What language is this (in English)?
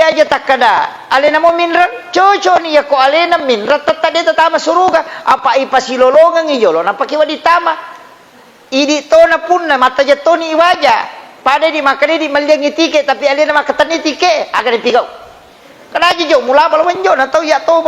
Buginese